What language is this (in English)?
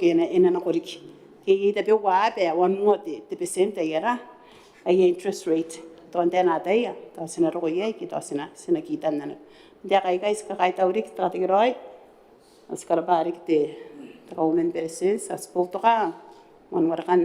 Gilbertese